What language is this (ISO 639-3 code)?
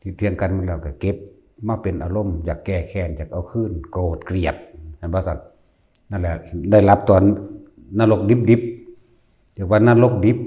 tts